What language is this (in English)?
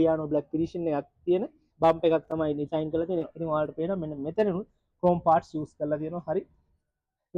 Sinhala